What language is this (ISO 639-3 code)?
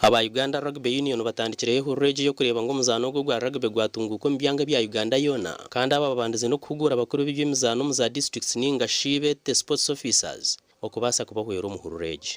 nyn